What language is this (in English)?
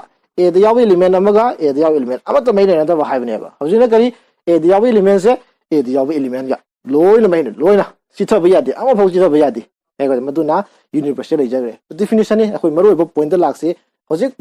Manipuri